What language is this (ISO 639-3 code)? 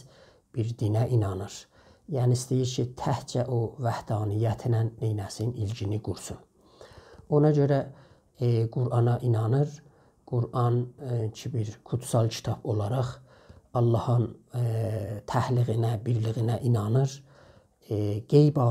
azb